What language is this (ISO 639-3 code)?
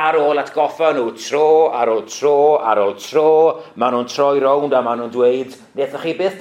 cym